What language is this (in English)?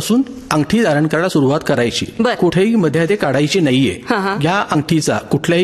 Marathi